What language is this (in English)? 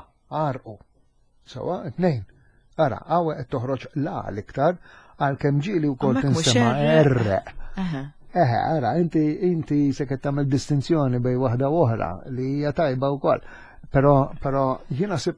Maltese